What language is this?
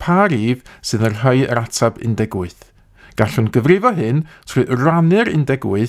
Welsh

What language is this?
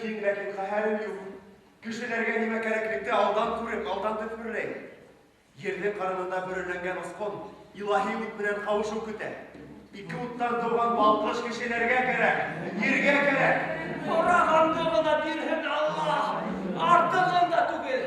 Bashkir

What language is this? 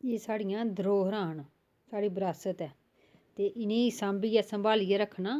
Dogri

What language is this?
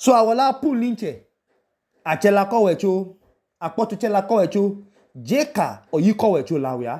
Idoma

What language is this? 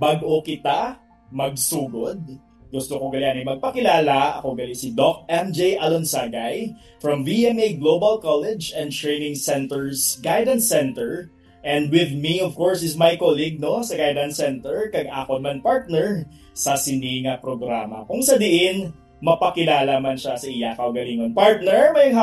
Hiligaynon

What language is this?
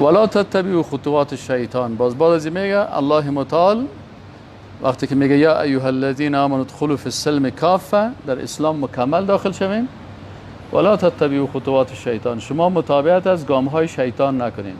Persian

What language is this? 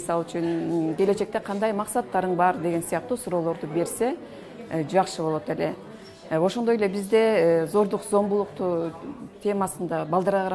Kyrgyz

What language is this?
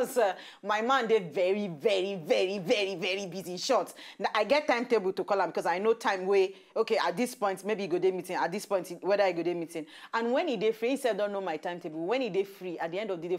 Nigerian Pidgin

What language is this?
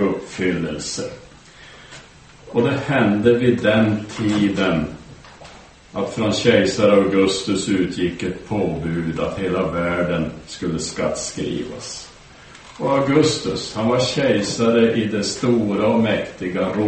Swedish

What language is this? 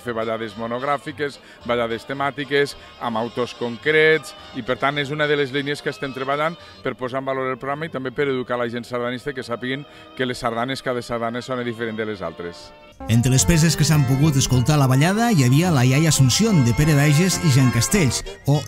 Catalan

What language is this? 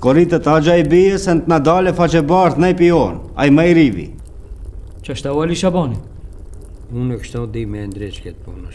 Albanian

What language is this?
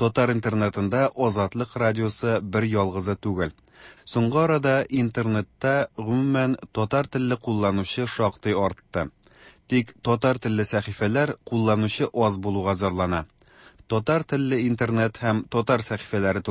Tatar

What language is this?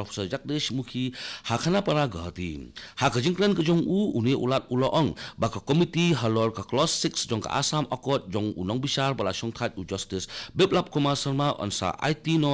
Khasi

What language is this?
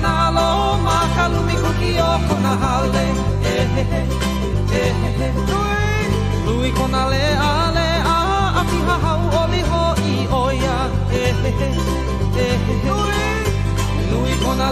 Hawaiian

